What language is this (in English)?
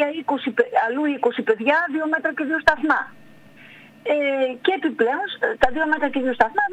Greek